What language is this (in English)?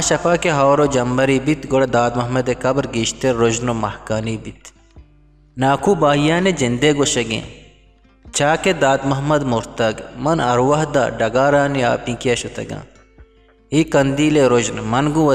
Eastern Balochi